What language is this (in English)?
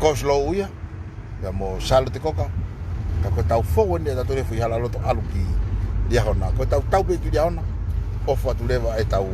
Tongan